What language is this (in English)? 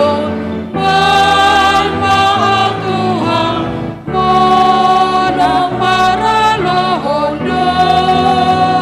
Batak Toba